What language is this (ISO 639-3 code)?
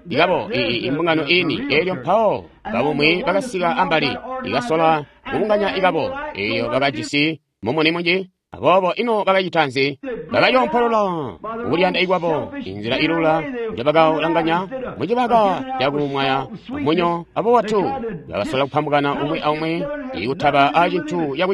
toi